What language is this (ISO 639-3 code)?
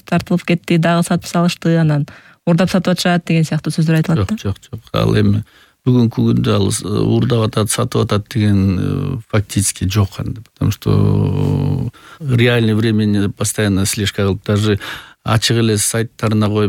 kir